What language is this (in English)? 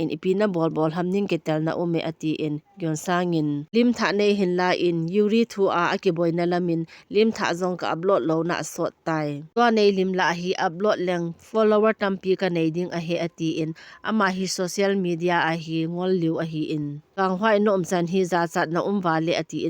Thado Chin